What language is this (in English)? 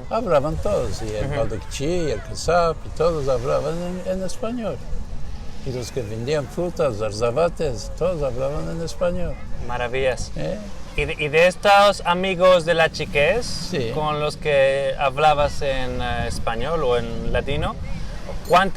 Ladino